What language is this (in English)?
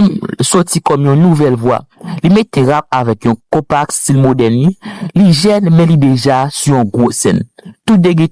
Haitian Creole